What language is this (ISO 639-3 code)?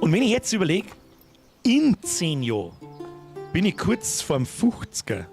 bar